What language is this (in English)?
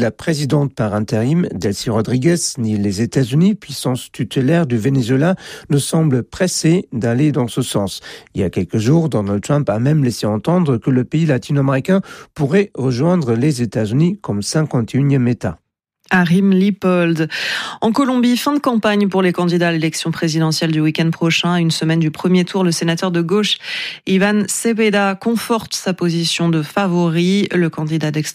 French